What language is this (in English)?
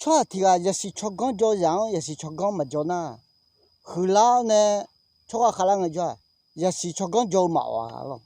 Akha